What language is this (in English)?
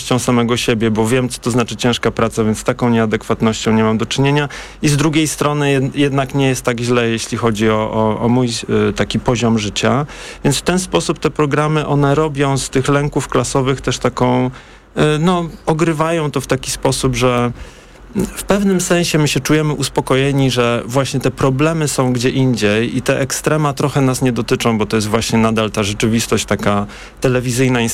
Polish